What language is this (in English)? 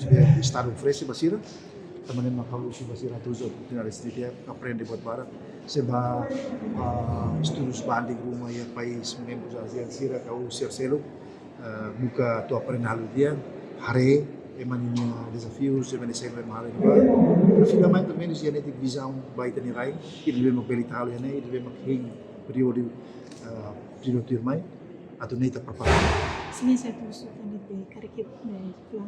Tetum